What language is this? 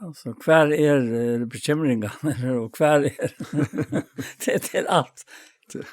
Faroese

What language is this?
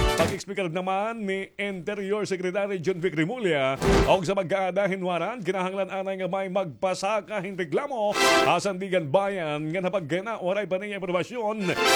Waray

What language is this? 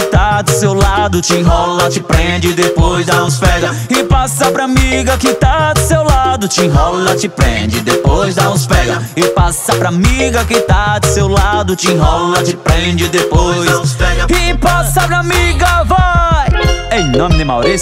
Portuguese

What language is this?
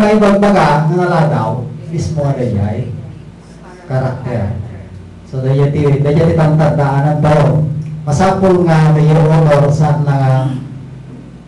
Iloko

